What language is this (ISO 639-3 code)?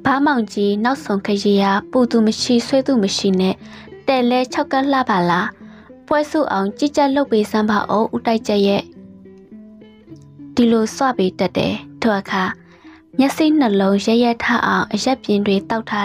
mya